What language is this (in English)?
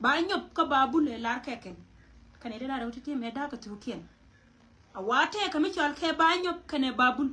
Nuer